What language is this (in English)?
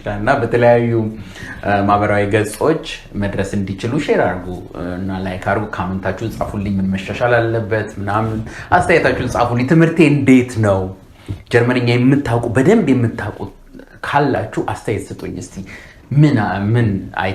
Amharic